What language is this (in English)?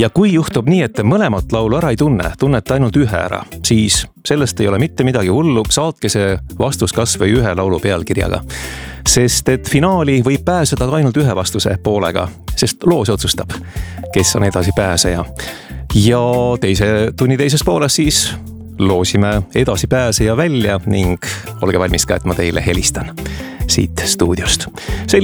Estonian